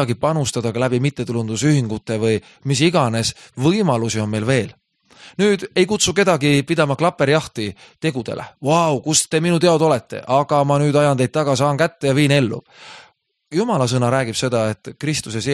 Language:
Estonian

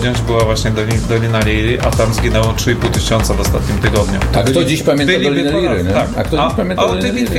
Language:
Polish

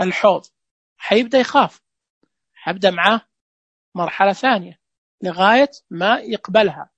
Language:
Najdi Arabic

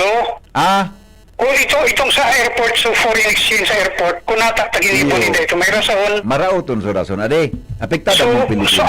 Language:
Bikol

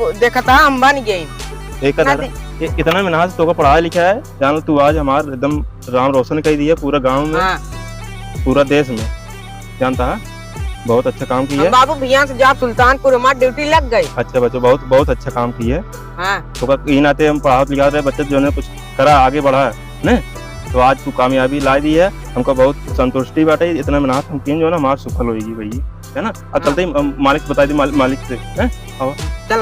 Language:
Awadhi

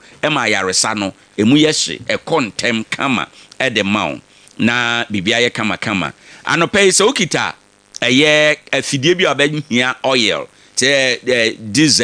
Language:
Akan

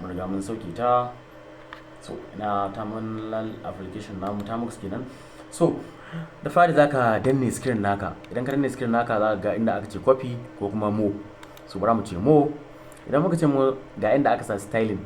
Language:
Hausa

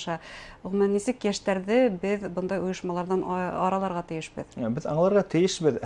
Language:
Bashkir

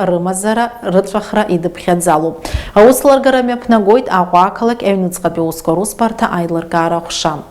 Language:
Abkhazian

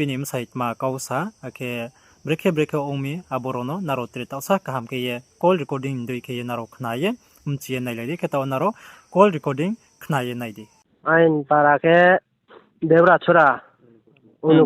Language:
Riang (India)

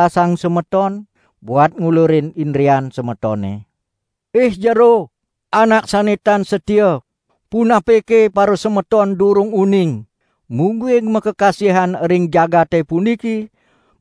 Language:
Balinese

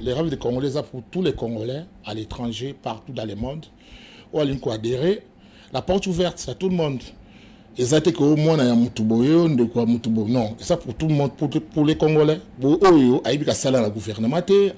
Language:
Lingala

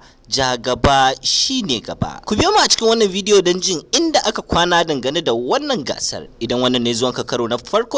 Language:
Hausa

